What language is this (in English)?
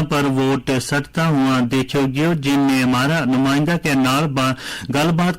Gujari